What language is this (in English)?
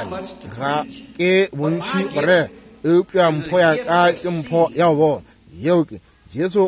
Northern Sotho